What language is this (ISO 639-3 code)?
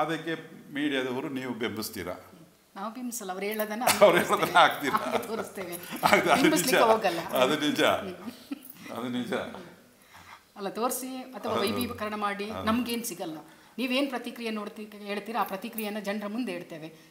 kan